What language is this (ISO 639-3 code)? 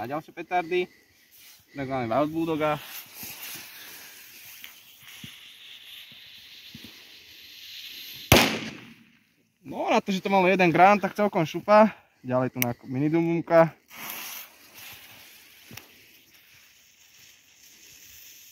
slk